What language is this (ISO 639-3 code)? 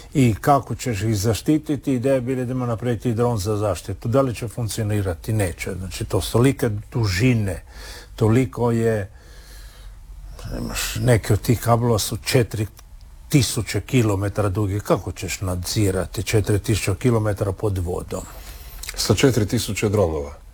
hrv